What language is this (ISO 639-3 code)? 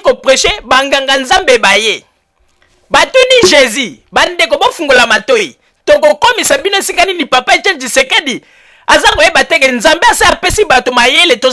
lin